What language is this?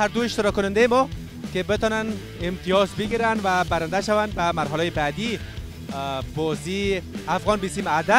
Persian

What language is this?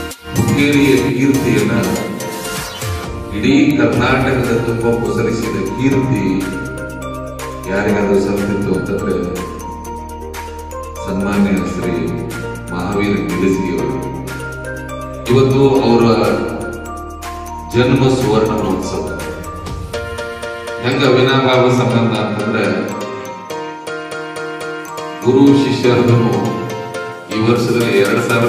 Kannada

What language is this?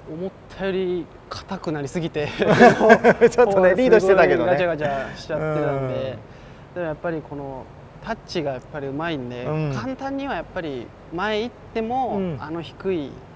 Japanese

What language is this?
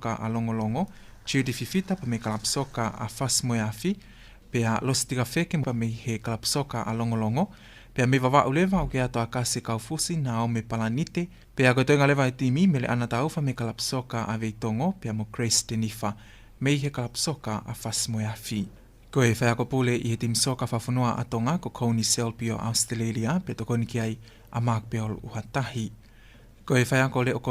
Tongan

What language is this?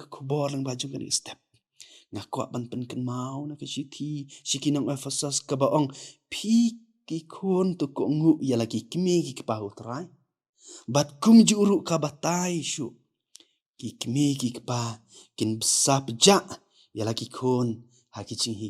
Khasi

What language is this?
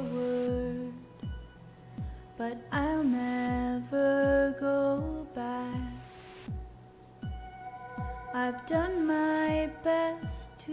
Japanese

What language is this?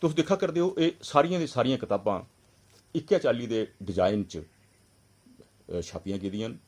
Dogri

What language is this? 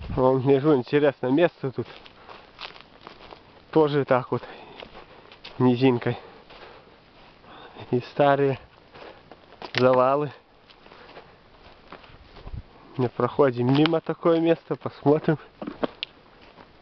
Russian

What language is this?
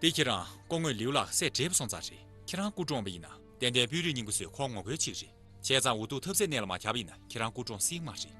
Tibetan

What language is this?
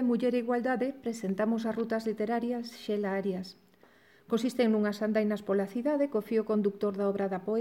Galician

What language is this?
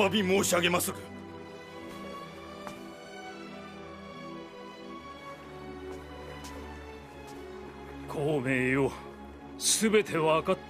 Japanese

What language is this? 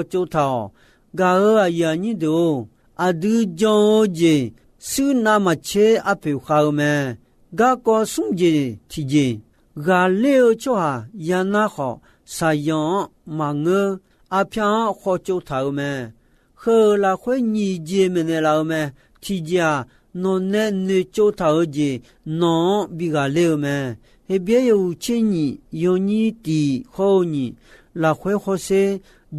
Akha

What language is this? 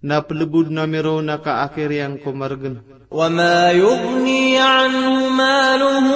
Maranao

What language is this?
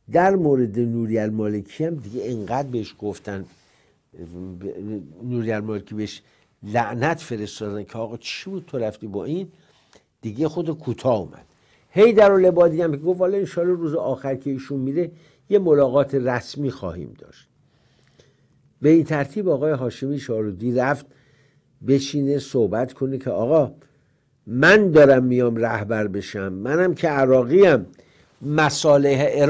Persian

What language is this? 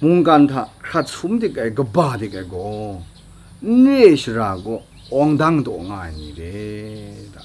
Kachin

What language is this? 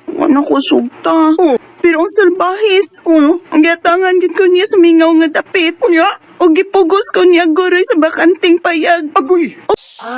Cebuano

